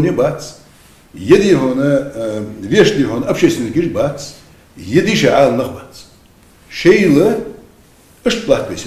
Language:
Ingush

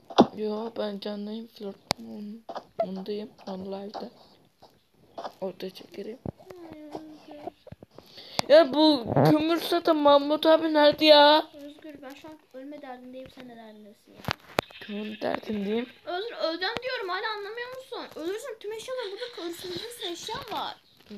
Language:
Turkish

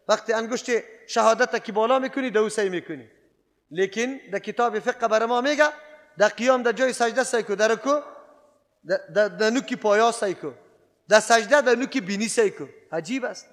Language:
Persian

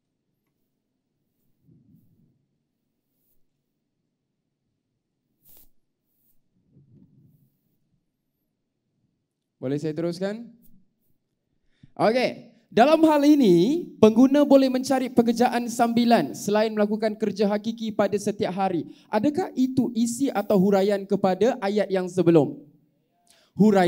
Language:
Malay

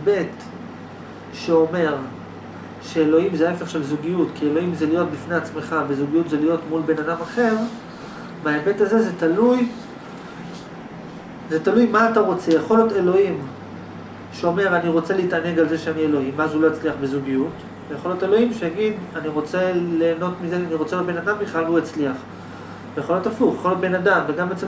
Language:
Hebrew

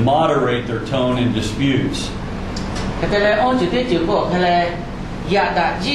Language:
Lahu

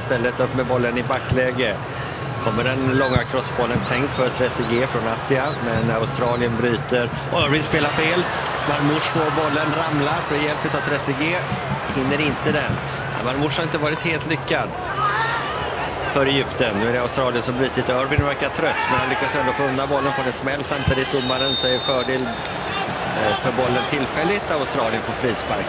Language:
Swedish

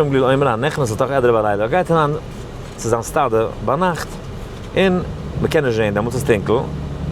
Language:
Yiddish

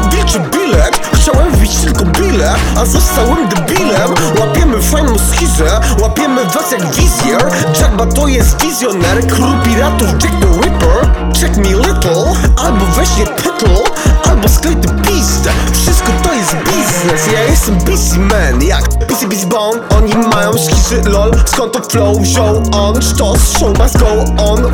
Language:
Polish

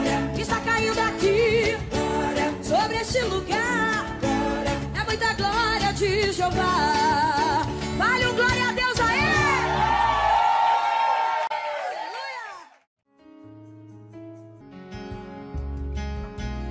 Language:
Portuguese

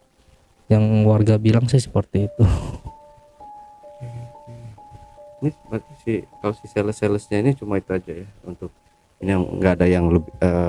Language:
Indonesian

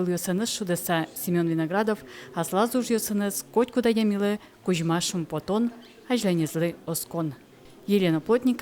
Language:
Udmurt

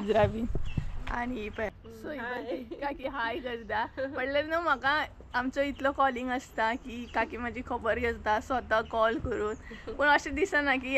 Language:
Konkani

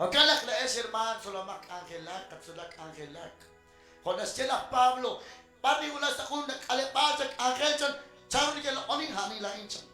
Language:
Kekchí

